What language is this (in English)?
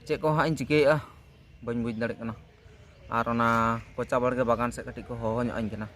Santali